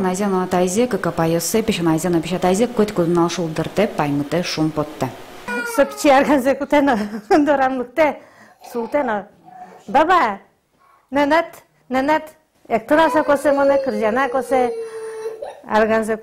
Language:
Udmurt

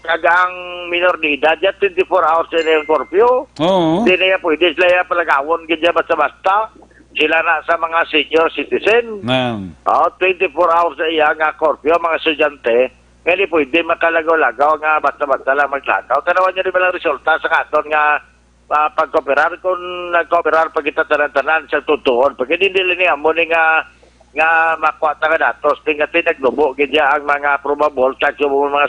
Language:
Hiligaynon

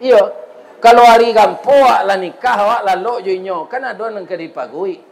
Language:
Minangkabau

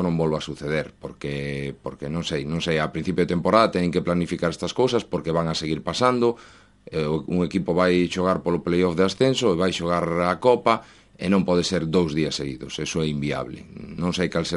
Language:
Galician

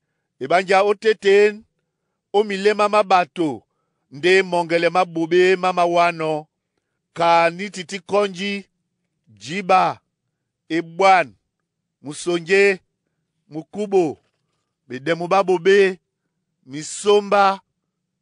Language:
Duala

